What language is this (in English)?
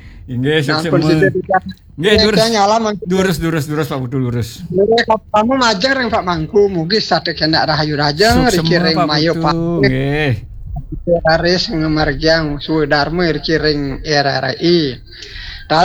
Balinese